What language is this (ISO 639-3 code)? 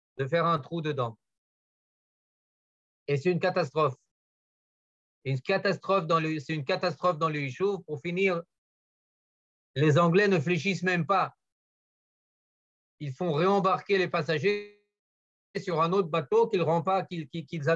fra